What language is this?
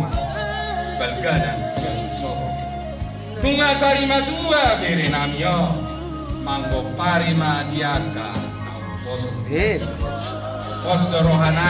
Batak Toba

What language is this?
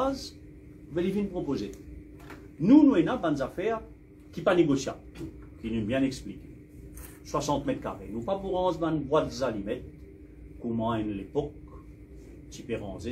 Morisyen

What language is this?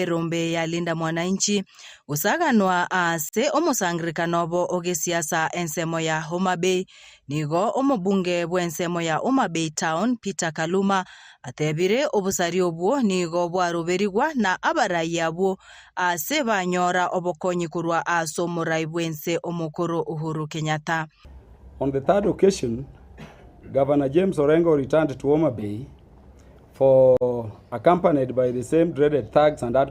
Gusii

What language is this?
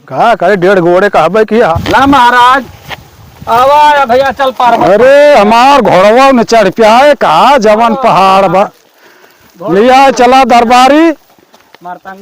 Awadhi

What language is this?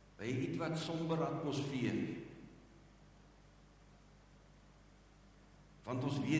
Afrikaans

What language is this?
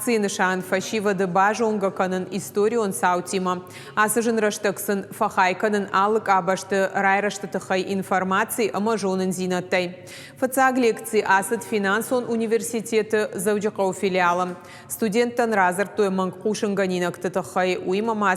Ossetic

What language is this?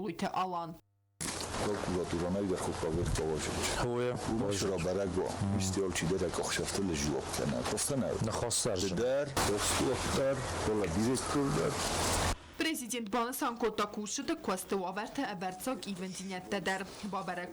Ossetic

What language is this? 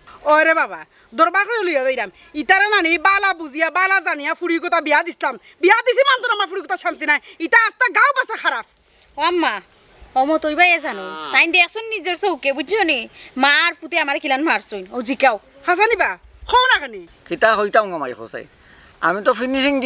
Sylheti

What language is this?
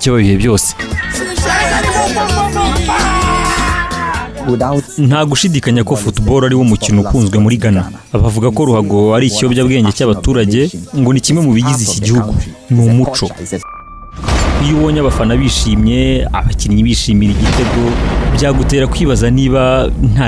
Kinyarwanda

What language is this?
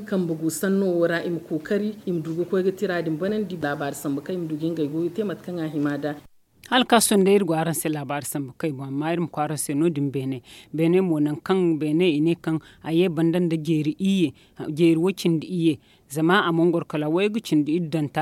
Zarma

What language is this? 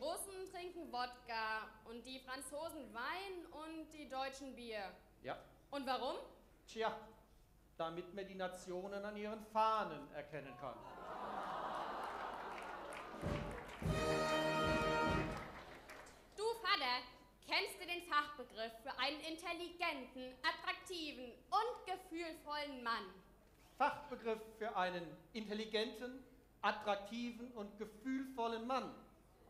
German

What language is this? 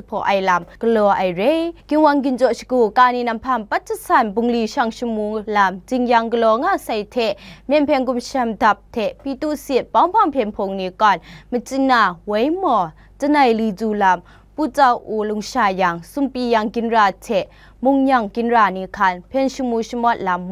Kachin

